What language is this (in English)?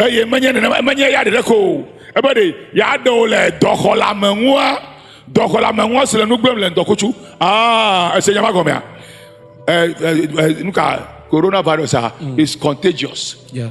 Ewe